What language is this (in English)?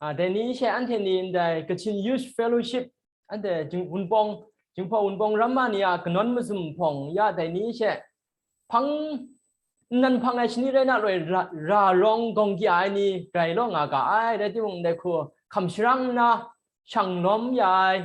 Kachin